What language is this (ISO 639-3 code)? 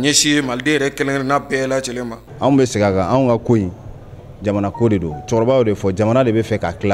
bam